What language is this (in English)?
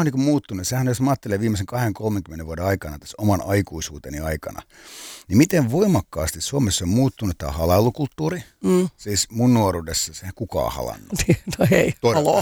Finnish